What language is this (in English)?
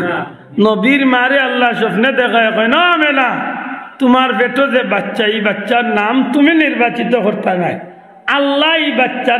Sylheti